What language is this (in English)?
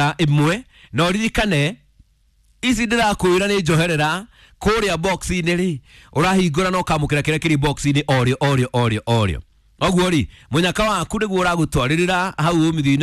Kikuyu